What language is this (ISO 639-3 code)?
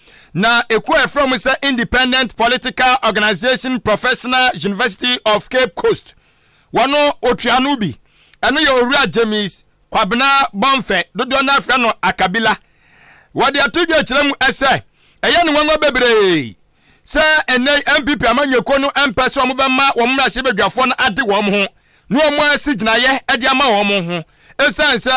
aka